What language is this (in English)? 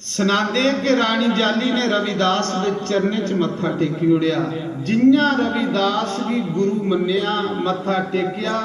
Dogri